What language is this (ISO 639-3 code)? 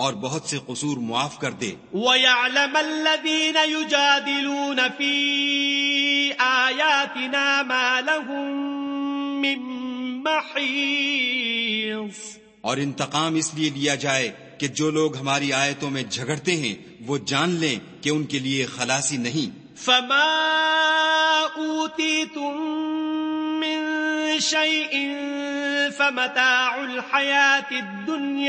urd